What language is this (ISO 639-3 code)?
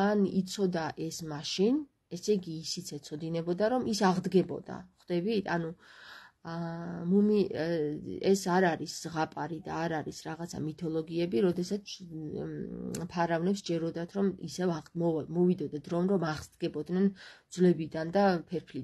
kat